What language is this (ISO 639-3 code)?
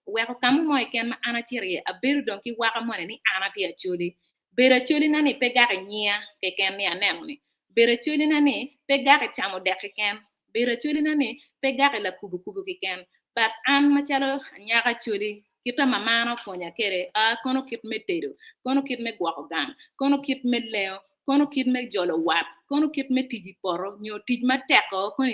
ach